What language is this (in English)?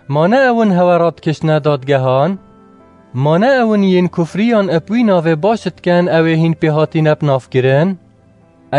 Kurdish